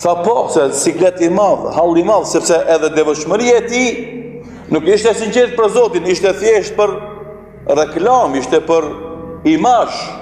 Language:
Albanian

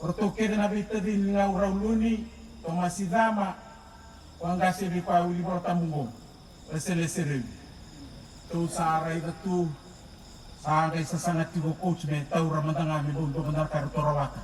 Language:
Fijian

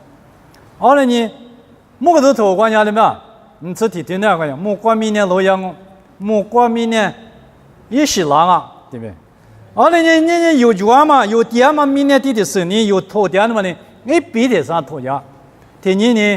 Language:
Lisu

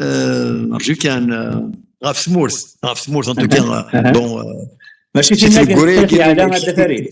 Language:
Kabyle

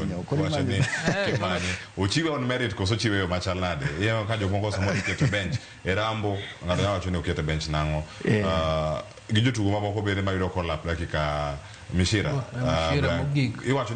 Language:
Luo (Kenya and Tanzania)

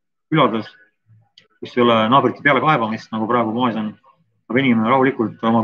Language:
Estonian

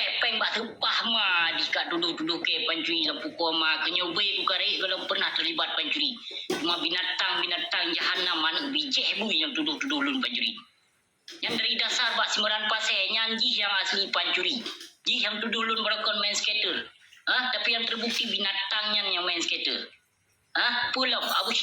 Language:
Achinese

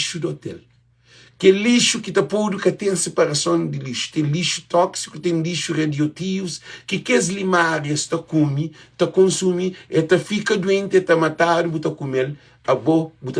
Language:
Kabuverdianu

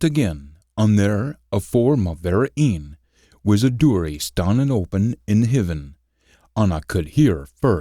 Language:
Scots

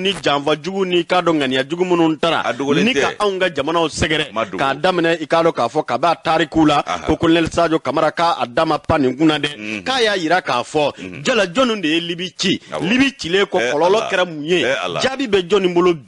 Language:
Bambara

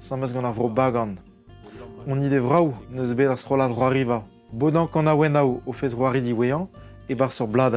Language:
Breton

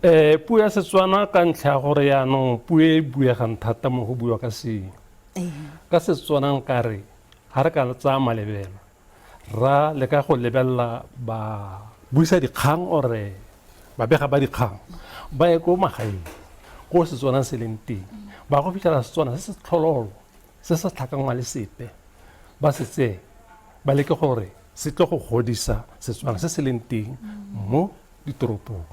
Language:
Tswana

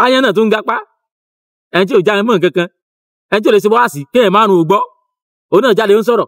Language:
Yoruba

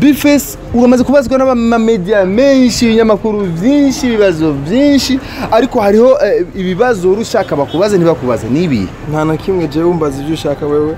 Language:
Rundi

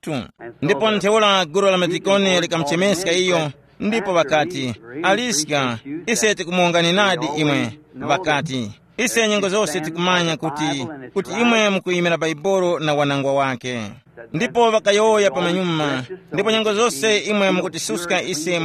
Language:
Tumbuka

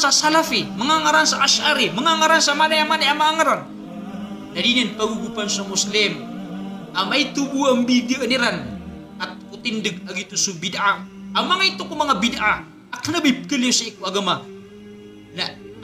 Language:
Maranao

